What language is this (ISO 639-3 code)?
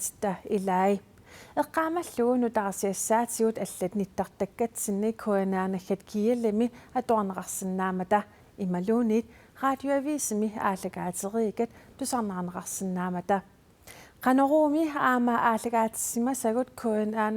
kal